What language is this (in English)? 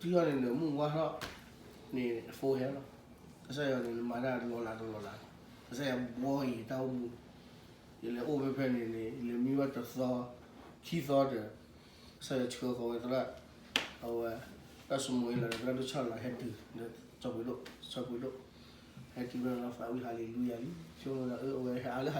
S'gaw Karen